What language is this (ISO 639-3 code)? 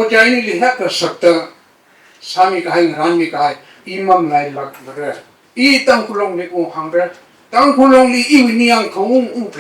nmf